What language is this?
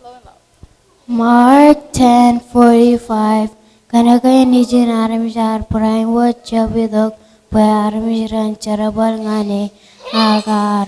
Marshallese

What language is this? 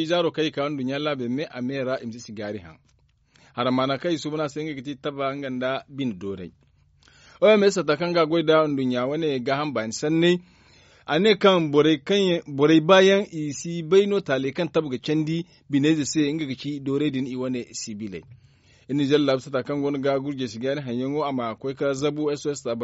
Zarma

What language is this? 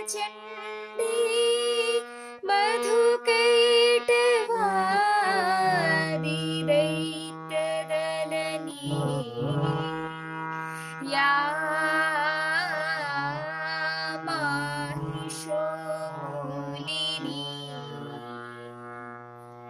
Bangla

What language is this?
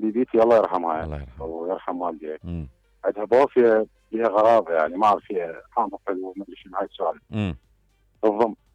Mesopotamian Arabic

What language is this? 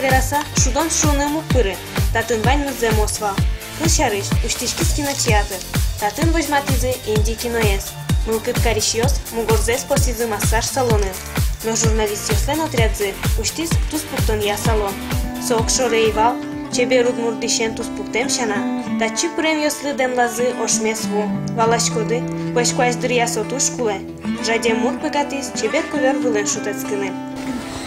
Udmurt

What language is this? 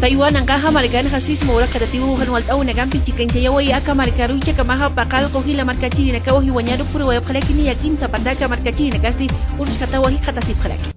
Aymara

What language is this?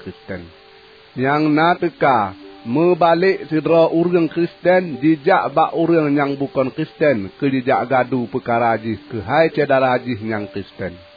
Achinese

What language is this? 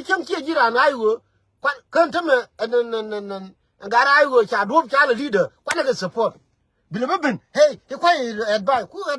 Nuer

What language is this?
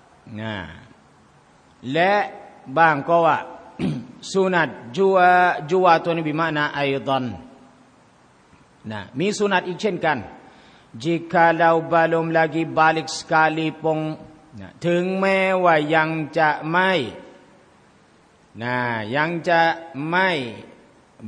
Thai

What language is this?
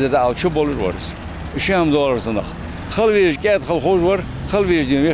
Ingush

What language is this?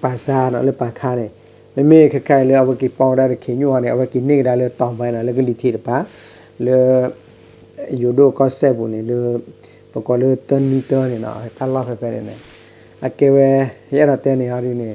S'gaw Karen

